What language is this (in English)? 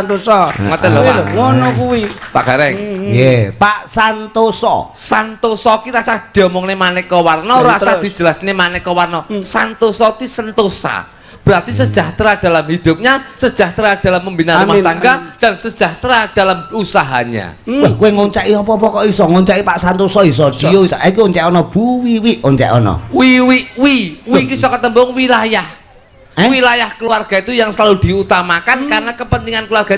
Javanese